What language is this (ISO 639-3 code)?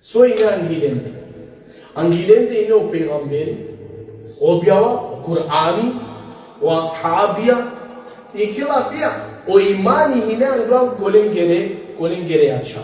rmn